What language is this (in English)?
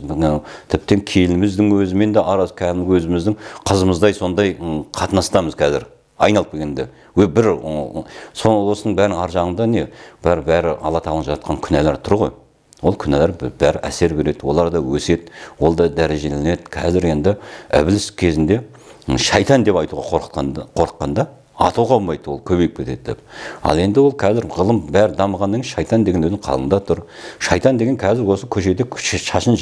Kazakh